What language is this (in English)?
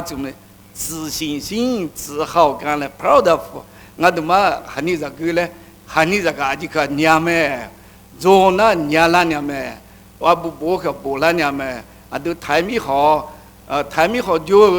Akha